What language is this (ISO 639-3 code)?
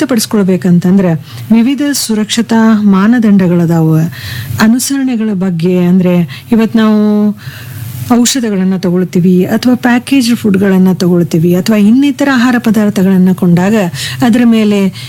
kan